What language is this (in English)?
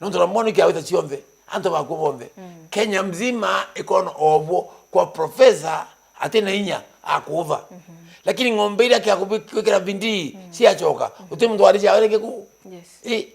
Meru